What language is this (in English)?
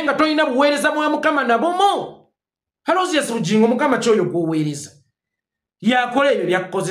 Ganda